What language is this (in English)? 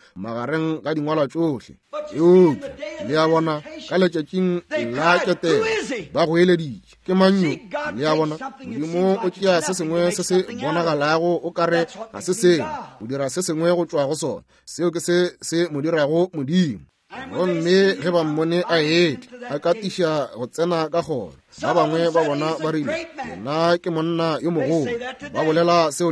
Northern Sotho